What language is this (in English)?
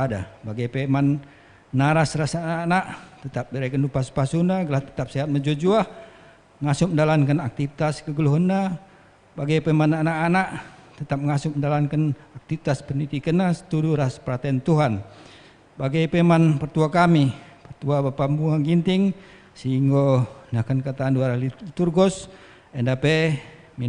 Batak Karo